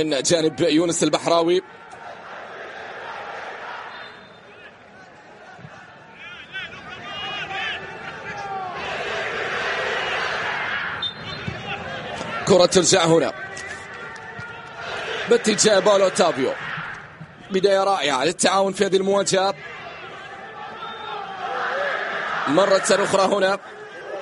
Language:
Arabic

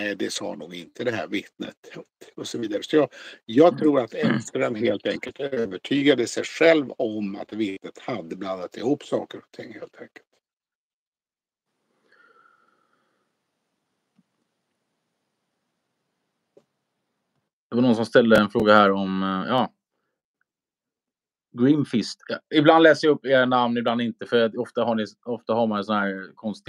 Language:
Swedish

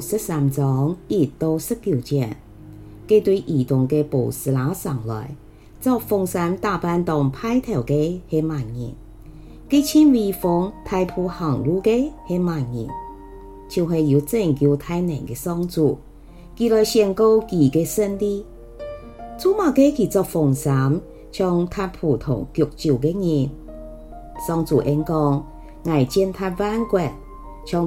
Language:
Hakka Chinese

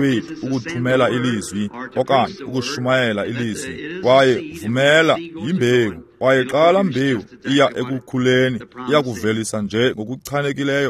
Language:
Xhosa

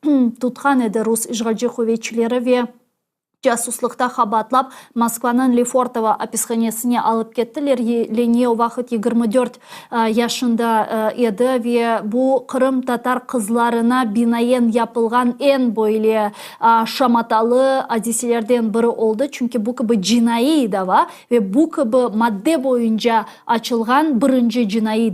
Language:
Crimean Tatar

